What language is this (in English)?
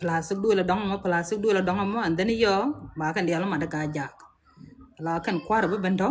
Nuer